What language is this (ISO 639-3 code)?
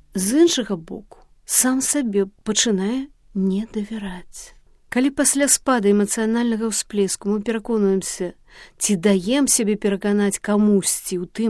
bel